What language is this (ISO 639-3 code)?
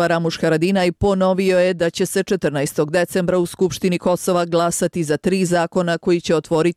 hrv